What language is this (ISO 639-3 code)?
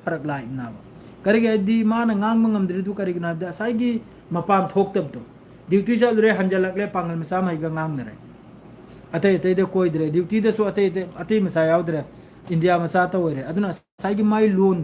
mni